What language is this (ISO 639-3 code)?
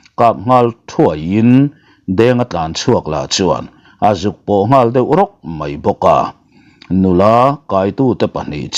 lus